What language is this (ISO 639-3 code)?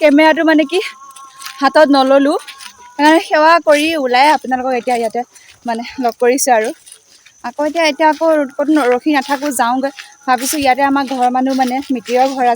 asm